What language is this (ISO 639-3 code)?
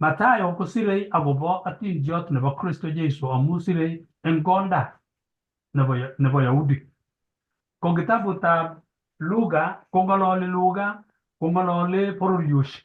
kln